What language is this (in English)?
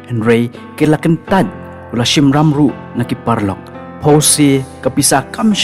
Khasi